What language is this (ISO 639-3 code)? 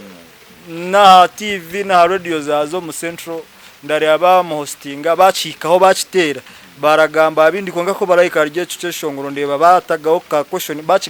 nyn